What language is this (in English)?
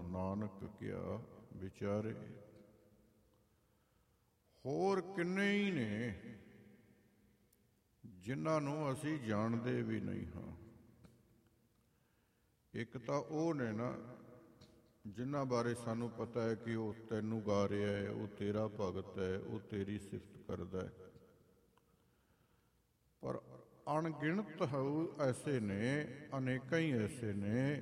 Punjabi